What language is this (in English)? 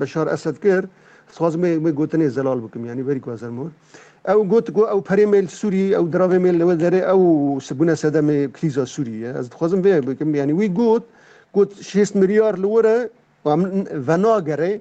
Kurdish